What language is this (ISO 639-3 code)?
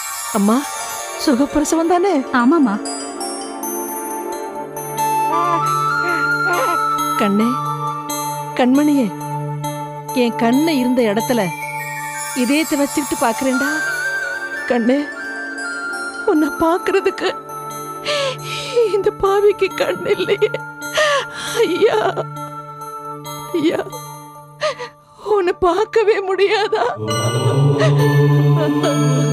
tam